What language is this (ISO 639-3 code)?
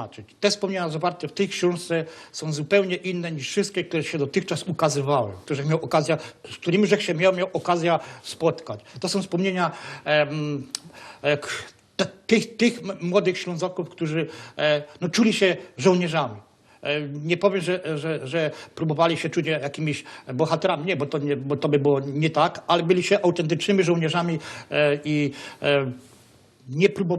szl